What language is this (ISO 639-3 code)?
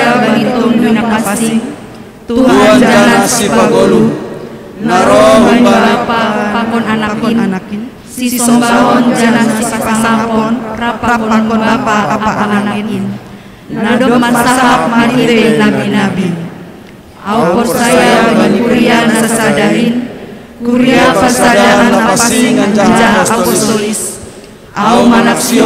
bts